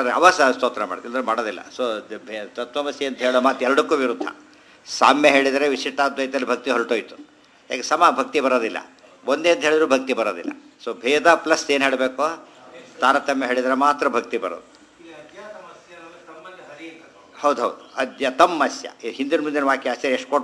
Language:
Kannada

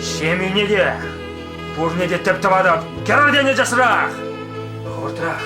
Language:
Chuvash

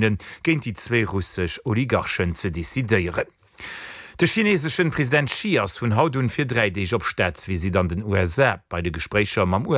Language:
Luxembourgish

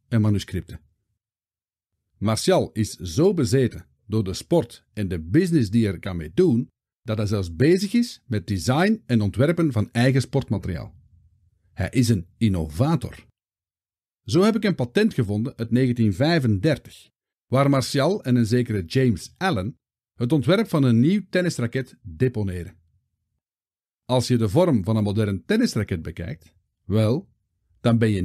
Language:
Dutch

